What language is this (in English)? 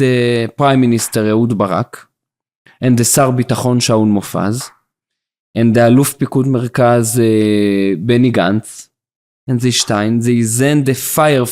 Yiddish